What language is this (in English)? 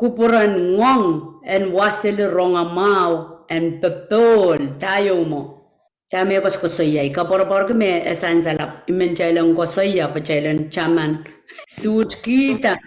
Pohnpeian